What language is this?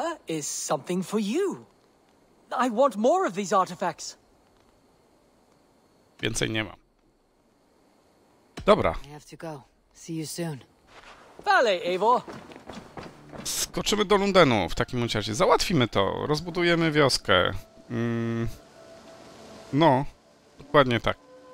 Polish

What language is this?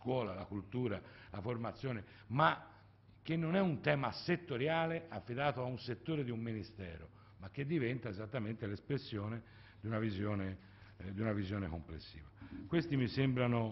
Italian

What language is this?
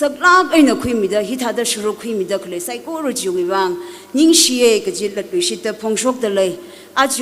Tangkhul Naga (India)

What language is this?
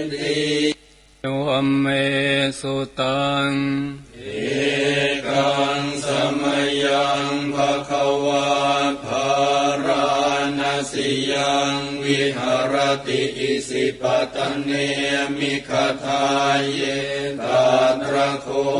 Pali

